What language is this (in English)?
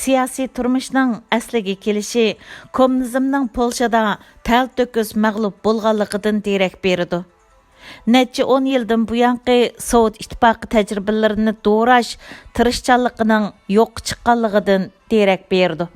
Uyghur